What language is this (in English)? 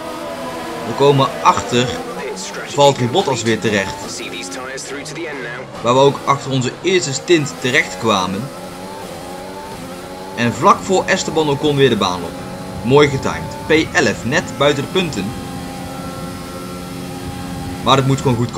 Dutch